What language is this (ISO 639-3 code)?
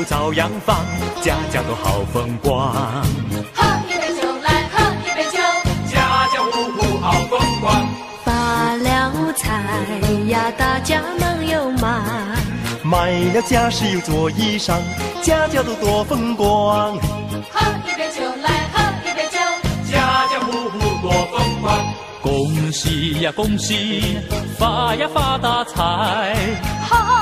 zho